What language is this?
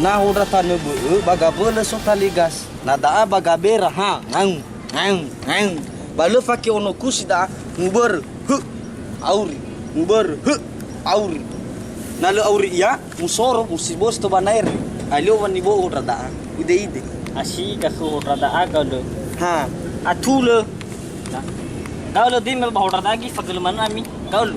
Nias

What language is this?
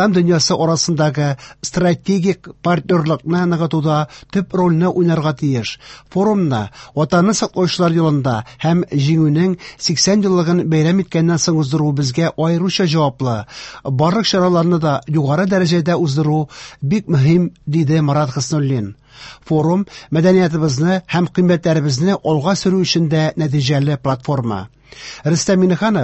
Tatar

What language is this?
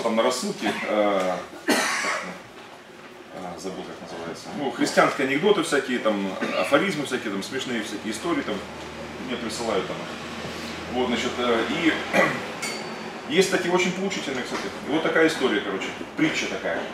Russian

